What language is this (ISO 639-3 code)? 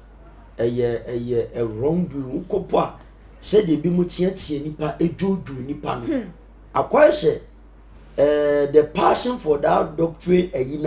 aka